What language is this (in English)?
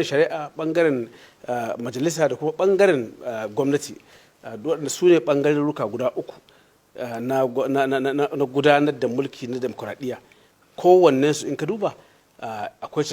Hausa